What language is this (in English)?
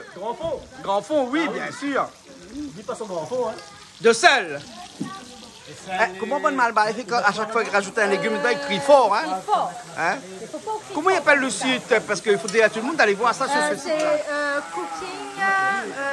Réunion Creole French